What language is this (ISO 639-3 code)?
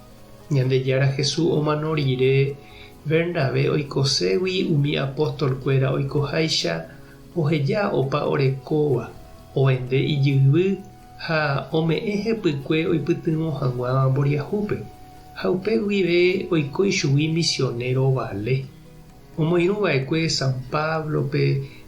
grn